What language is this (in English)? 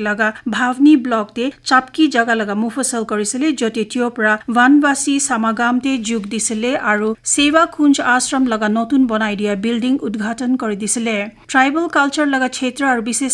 Naga Pidgin